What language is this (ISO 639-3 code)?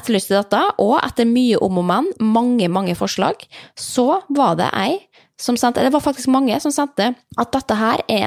nor